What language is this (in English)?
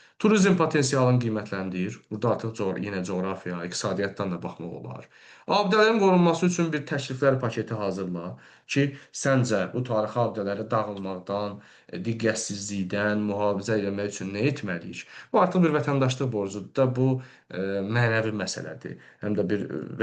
Azerbaijani